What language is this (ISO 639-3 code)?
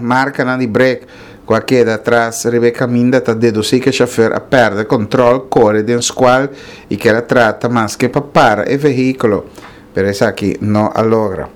pap